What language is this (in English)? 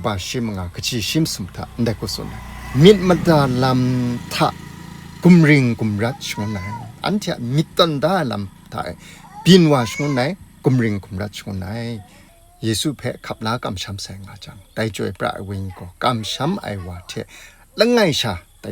Kachin